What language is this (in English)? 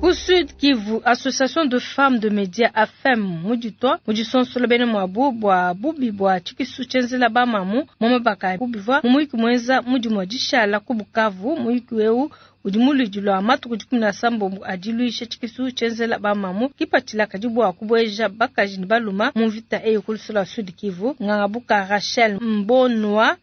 Luba-Lulua